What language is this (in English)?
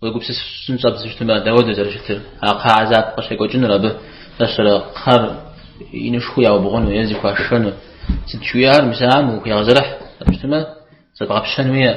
Kabardian